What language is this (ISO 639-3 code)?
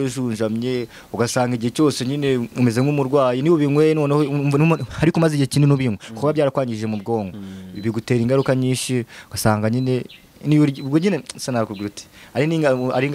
kin